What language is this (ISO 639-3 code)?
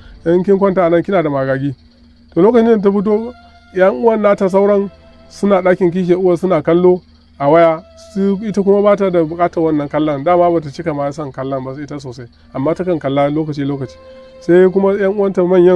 hau